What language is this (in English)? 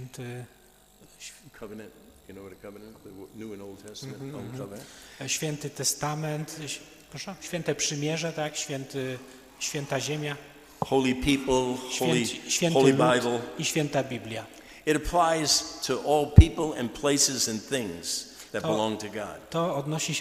Polish